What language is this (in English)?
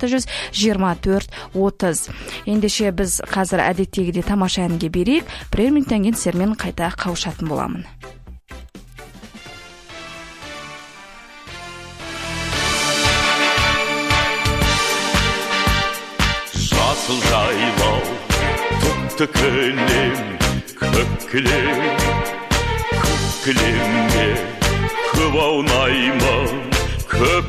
Kazakh